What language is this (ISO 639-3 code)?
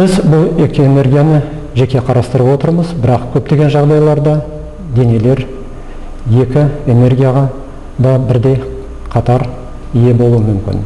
kaz